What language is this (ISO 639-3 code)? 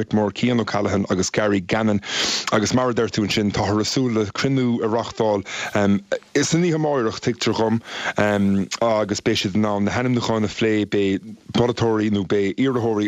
gle